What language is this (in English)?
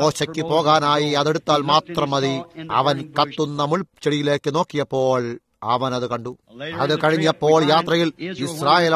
Malayalam